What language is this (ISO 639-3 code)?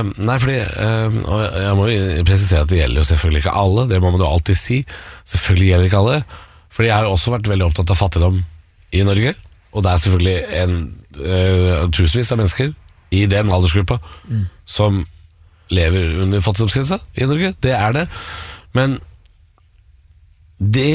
nor